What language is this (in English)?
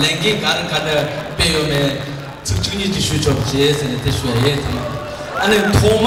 Tibetan